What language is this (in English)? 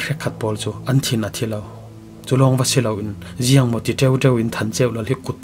Falam Chin